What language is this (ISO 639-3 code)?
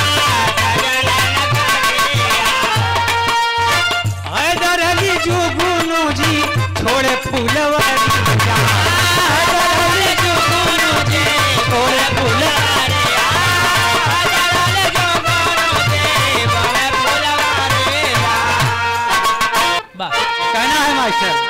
bho